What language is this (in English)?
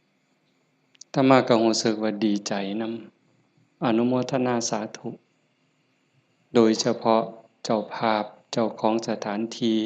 Lao